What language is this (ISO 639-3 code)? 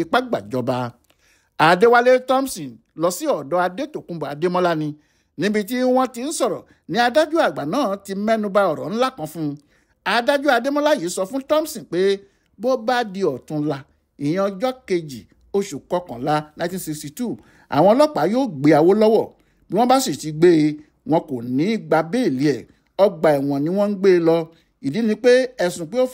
yor